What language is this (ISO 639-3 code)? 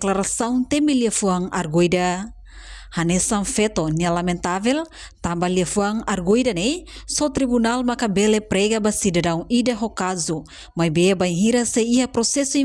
tet